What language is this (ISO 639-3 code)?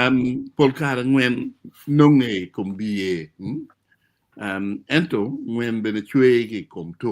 ach